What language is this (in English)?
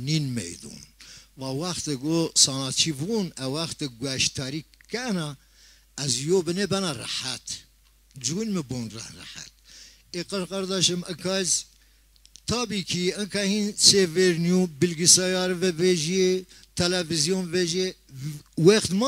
Zaza